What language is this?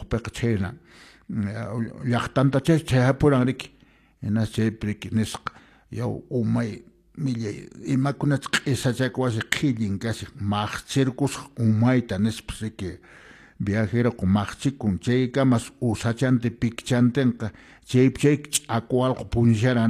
Quechua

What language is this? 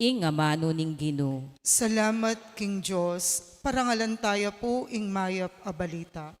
Pampanga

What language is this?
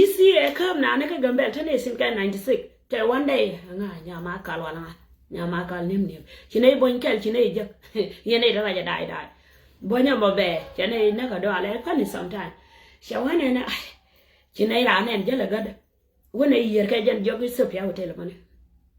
Nuer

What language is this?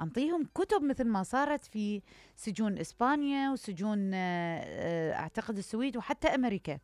Mesopotamian Arabic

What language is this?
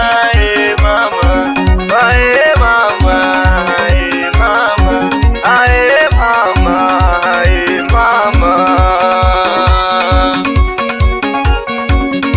Swahili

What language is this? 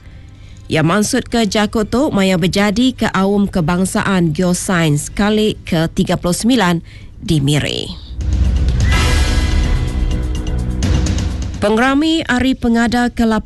Malay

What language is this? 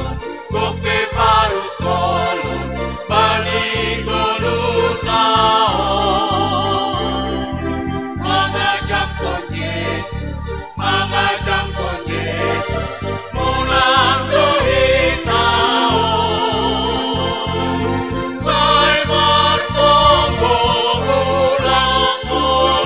Batak Simalungun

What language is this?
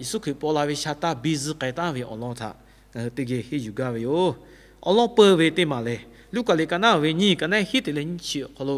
Lahu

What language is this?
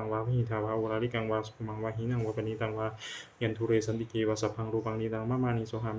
Pali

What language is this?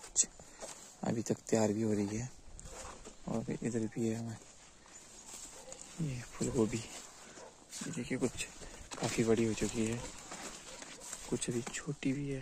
Hindi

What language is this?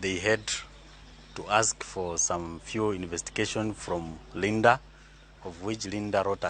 Luo (Kenya and Tanzania)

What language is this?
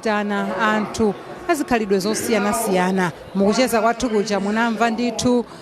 Nyanja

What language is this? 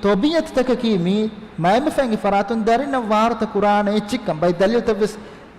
Divehi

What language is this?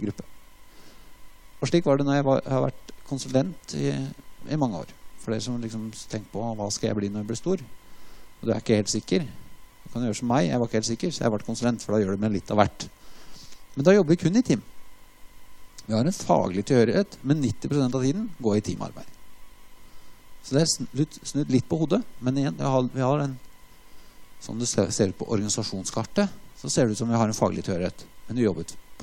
Norwegian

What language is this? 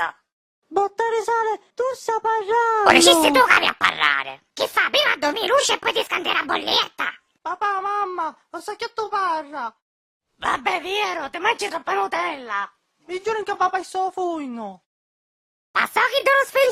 Sicilian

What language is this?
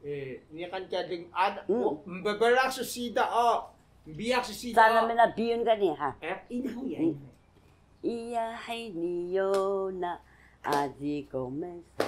Taroko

